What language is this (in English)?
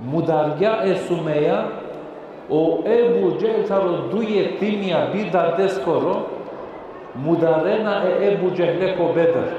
Balkan Romani